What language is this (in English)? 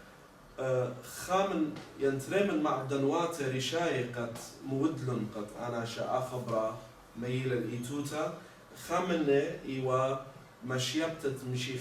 Assyrian Neo-Aramaic